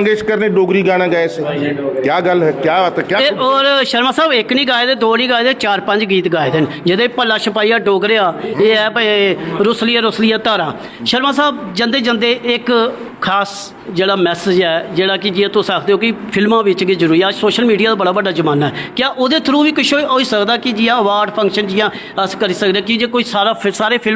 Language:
Dogri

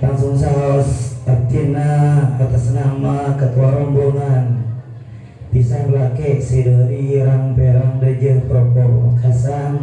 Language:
Madurese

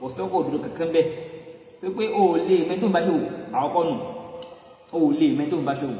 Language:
Yoruba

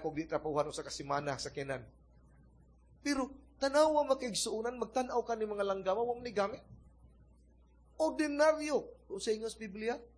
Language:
Cebuano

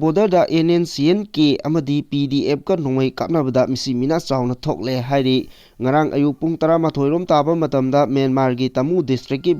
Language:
Manipuri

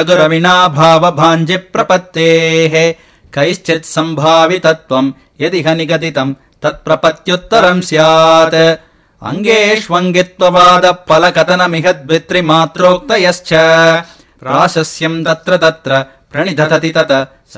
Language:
Sanskrit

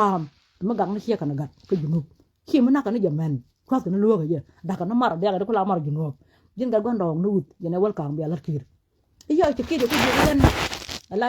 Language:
Nuer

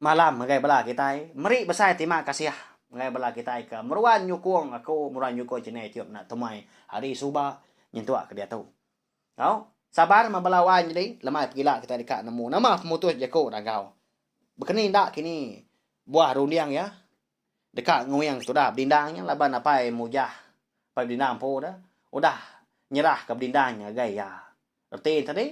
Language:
Iban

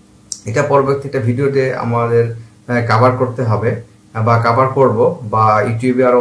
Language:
Bangla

